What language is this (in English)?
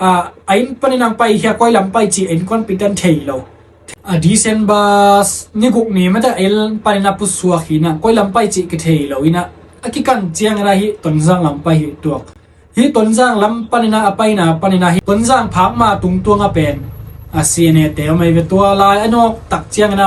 Tedim Chin